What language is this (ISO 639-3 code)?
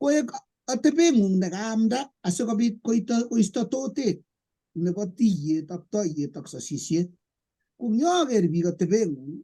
kln